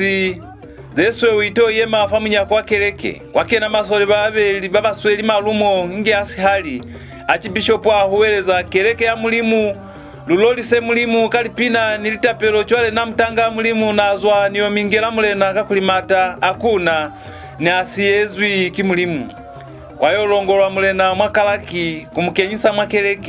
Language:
Lozi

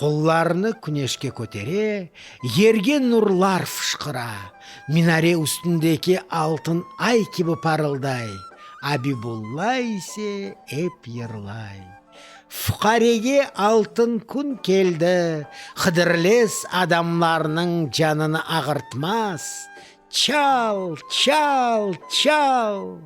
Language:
Crimean Tatar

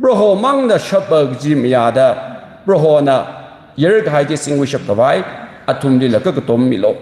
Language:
Tangkhul Naga (India)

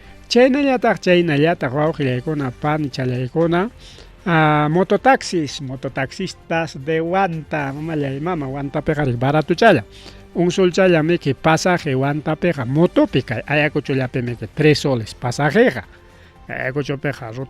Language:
Ayacucho Quechua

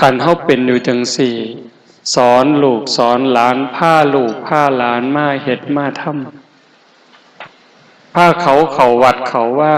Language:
Northeastern Thai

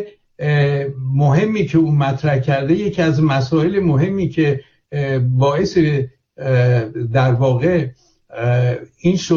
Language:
Persian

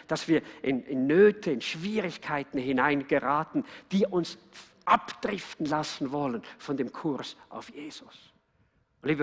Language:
Swiss German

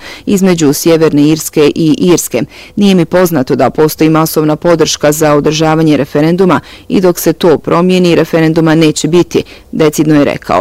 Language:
Bosnian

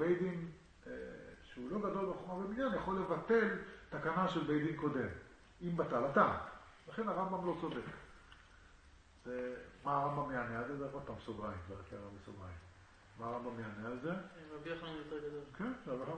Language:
Hebrew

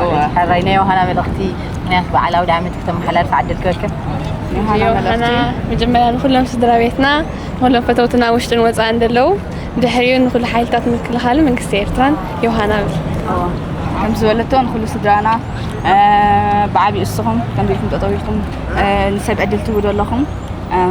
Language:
Tigrinya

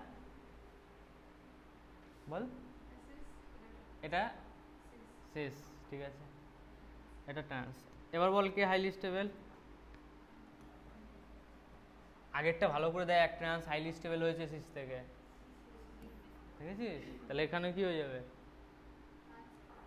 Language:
Bangla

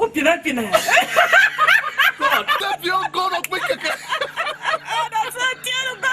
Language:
Tiv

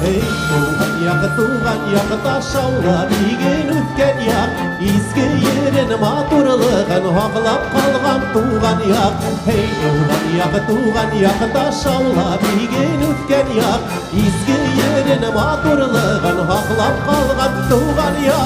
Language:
Bashkir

